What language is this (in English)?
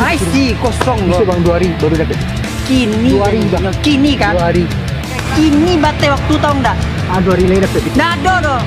Minangkabau